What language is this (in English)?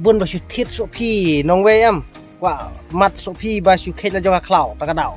Khasi